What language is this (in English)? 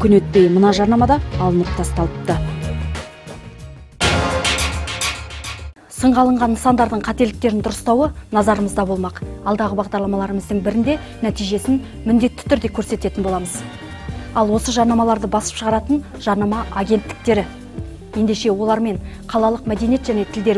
Kazakh